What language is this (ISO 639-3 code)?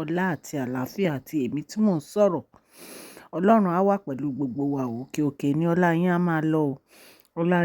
yor